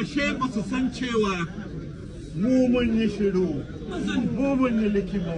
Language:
Hausa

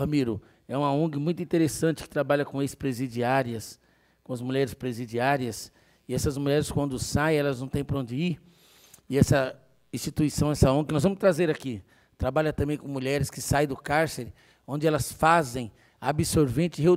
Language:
Portuguese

